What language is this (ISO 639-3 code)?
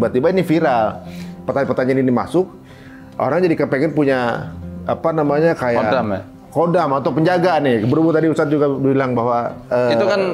ind